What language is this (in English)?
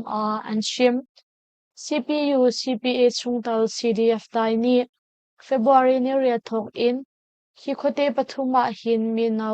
Hakha Chin